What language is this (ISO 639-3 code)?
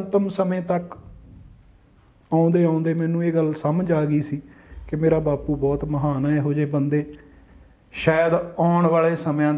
pan